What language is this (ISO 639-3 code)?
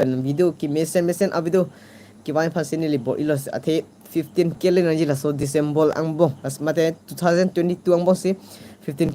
mjw